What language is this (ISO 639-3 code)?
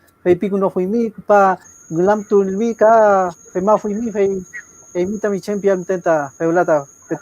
arn